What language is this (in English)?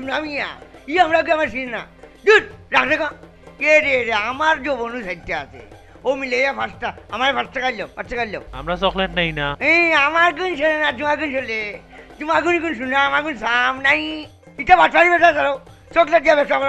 Sylheti